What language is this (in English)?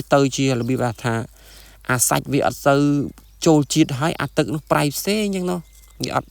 Khmer